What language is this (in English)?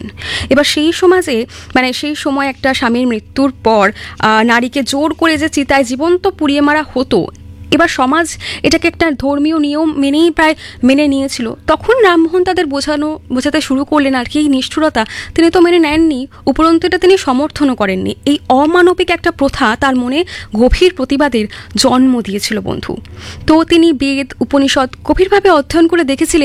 Bangla